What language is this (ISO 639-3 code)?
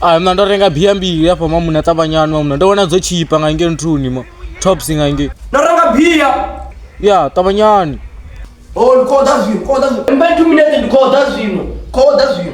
ven